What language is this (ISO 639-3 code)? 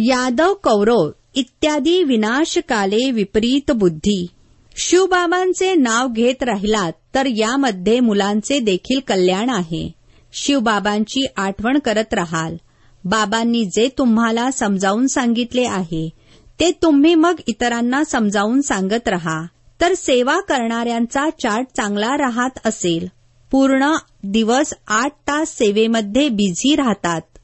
mar